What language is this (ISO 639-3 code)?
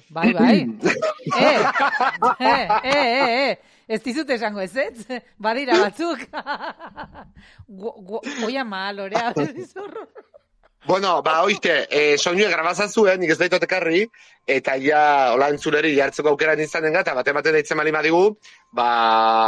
eus